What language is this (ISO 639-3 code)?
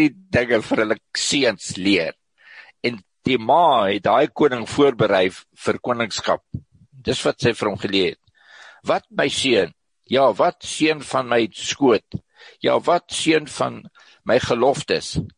afr